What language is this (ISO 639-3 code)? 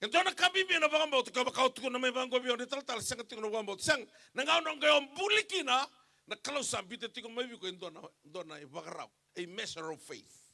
fij